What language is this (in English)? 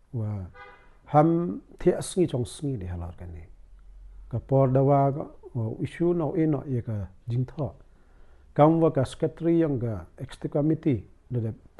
Pnar